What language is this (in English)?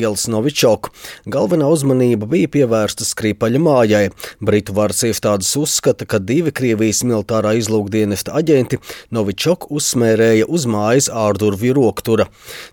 Latvian